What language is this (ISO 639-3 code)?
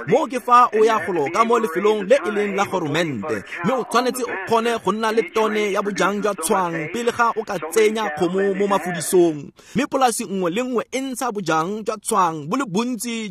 tsn